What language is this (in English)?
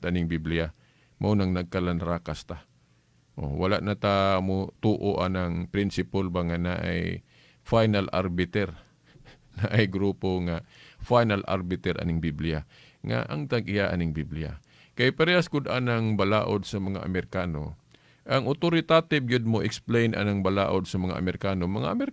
Cebuano